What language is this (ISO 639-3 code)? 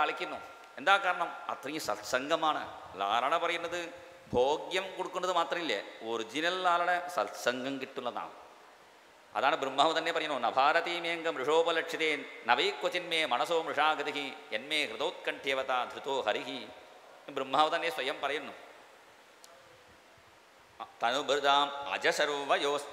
mal